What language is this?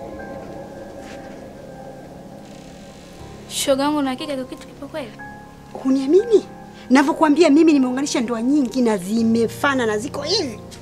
Swahili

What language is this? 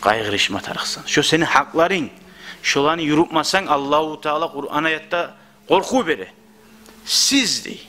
Kumyk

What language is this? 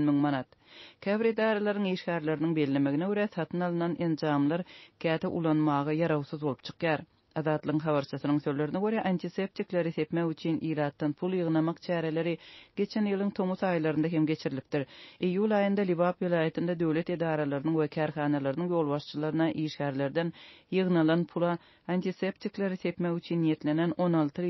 Turkmen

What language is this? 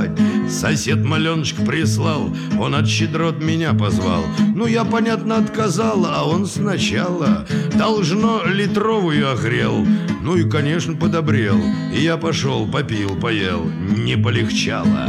Russian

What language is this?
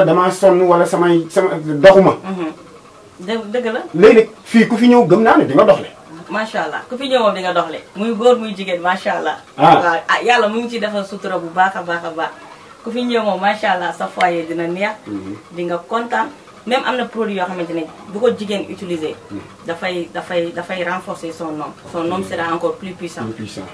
Wolof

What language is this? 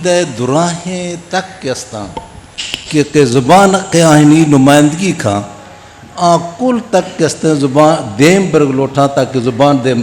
Eastern Balochi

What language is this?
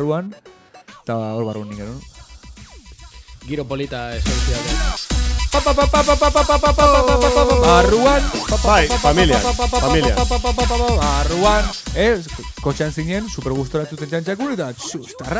Basque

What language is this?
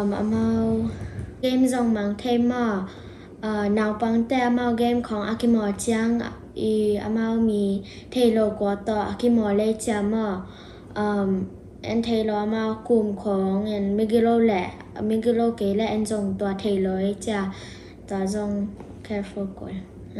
Tedim Chin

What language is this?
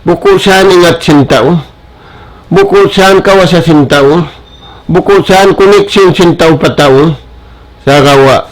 Tausug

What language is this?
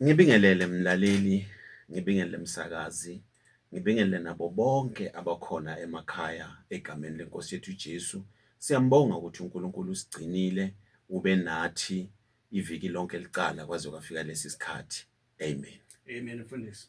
Zulu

